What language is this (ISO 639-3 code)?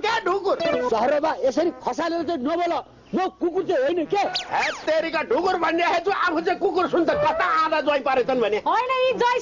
nep